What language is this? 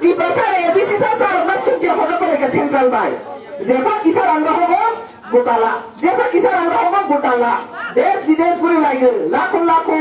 Kok Borok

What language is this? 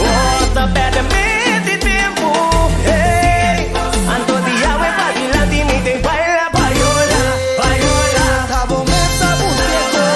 Papiamento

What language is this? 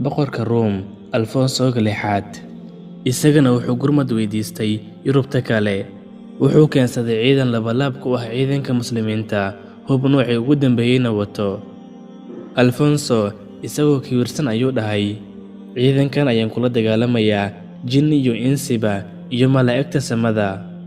Somali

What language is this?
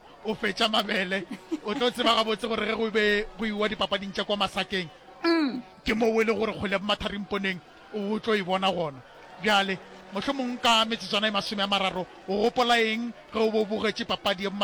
Northern Sotho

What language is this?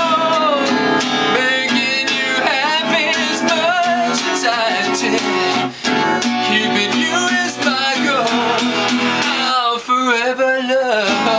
English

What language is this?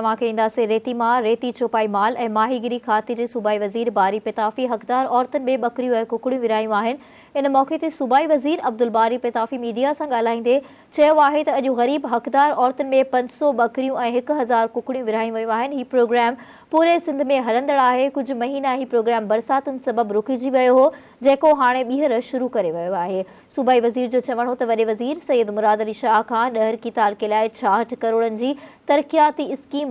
Sindhi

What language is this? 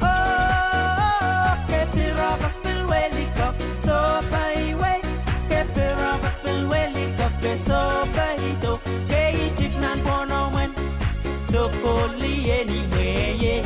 Pohnpeian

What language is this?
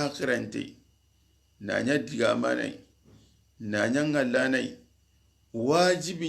Soninke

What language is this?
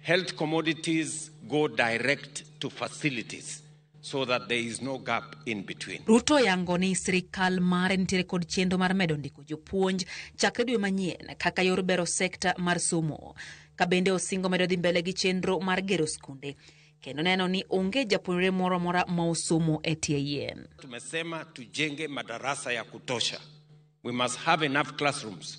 Luo (Kenya and Tanzania)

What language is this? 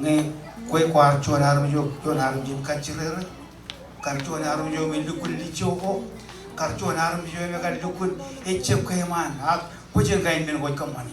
Marshallese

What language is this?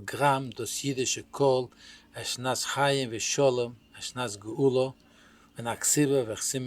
Yiddish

